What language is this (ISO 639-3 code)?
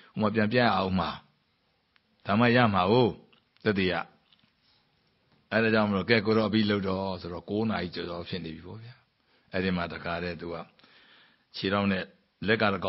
mya